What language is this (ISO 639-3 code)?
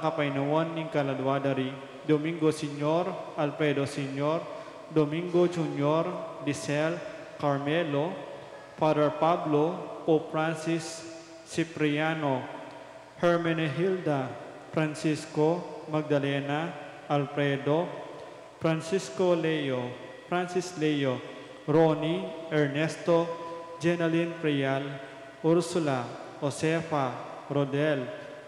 pam